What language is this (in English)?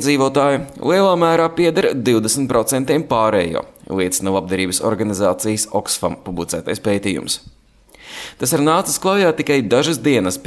Latvian